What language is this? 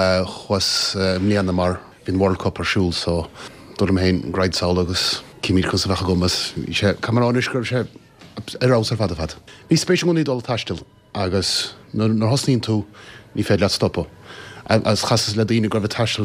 Irish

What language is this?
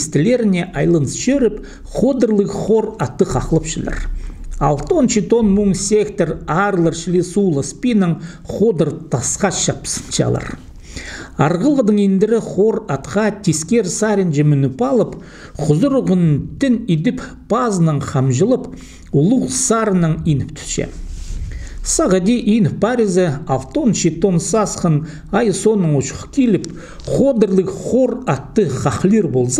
Khakas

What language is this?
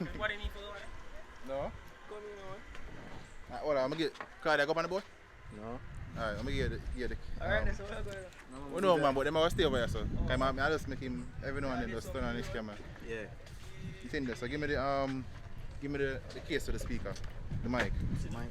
Jamaican Creole English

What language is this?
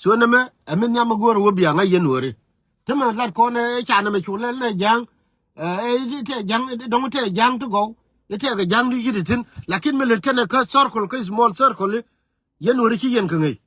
Nuer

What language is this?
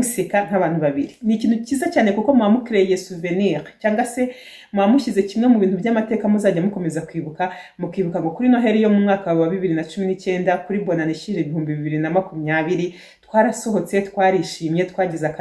Kinyarwanda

